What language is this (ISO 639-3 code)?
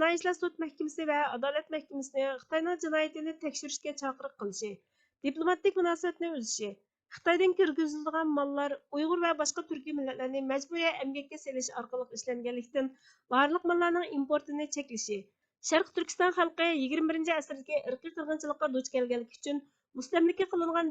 uig